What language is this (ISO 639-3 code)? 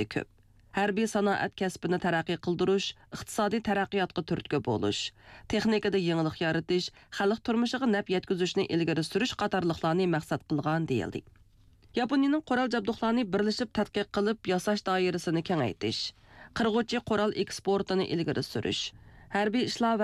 uig